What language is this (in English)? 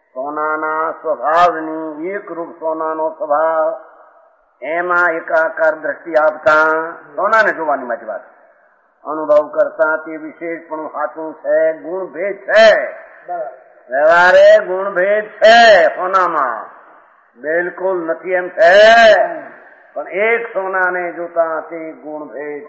Gujarati